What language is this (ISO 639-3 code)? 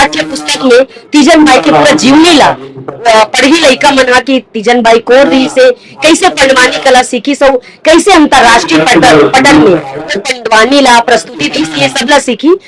hne